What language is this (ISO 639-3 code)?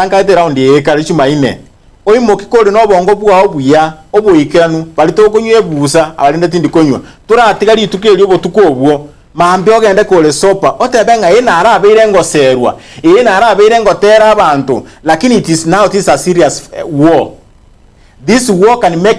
guz